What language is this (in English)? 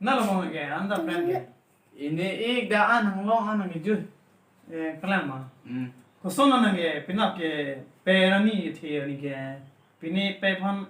Karbi